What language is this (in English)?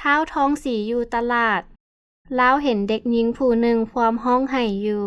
Lao